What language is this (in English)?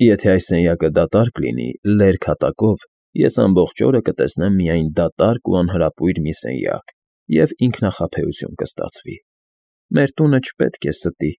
Armenian